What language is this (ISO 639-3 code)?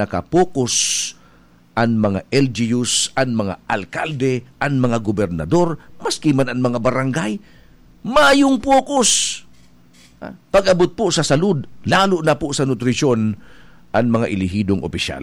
bik